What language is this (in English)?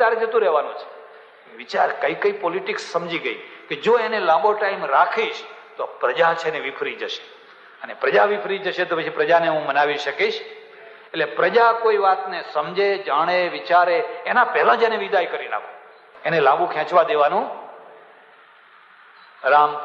Gujarati